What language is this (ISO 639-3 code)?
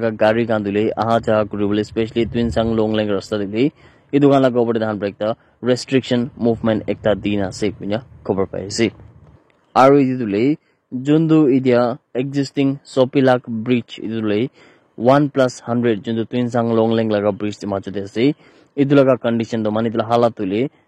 nag